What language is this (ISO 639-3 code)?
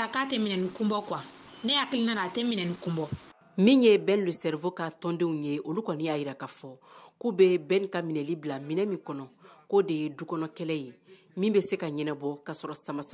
bam